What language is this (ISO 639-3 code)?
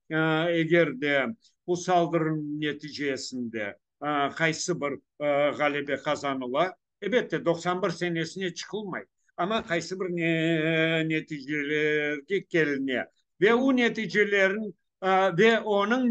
crh